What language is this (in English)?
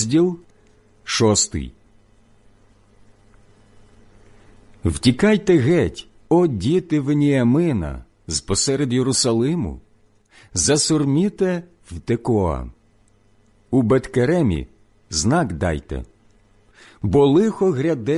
Ukrainian